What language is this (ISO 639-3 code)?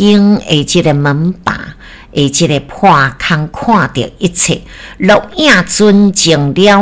nan